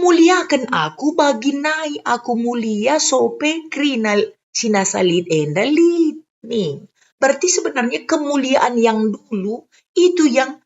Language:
Batak Karo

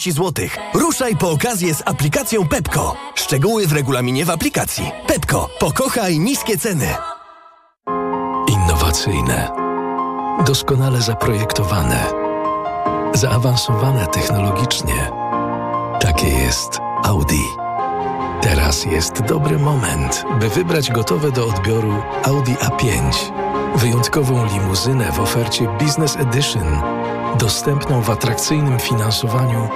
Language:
Polish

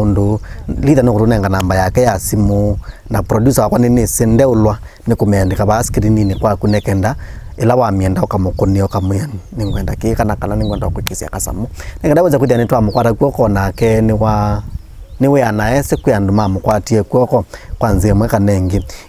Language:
Kamba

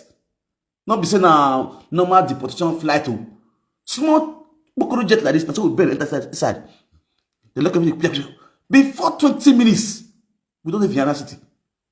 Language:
Nigerian Pidgin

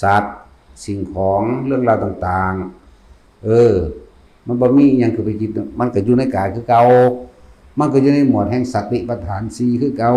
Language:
Northeastern Thai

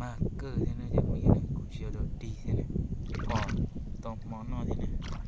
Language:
Hmong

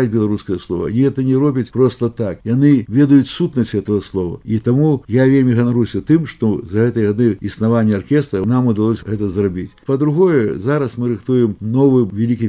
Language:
Belarusian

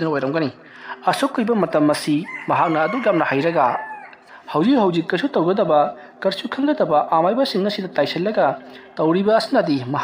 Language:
Manipuri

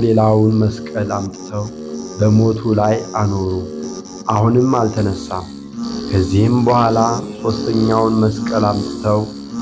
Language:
Amharic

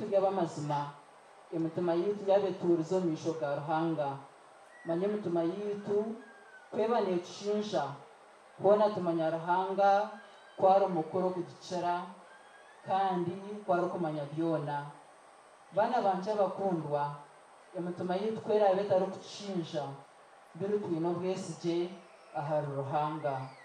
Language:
Nyankole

